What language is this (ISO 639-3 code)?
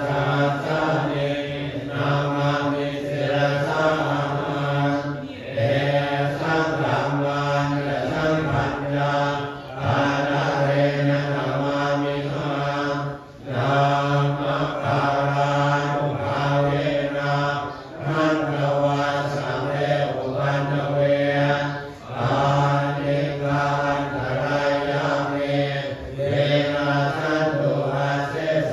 pli